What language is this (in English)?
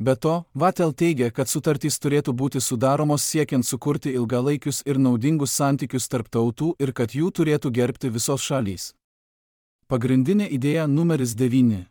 Lithuanian